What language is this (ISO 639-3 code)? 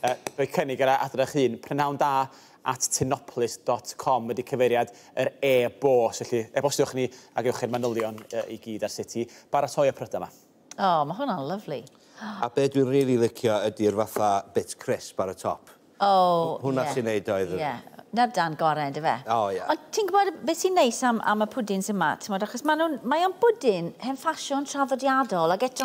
cym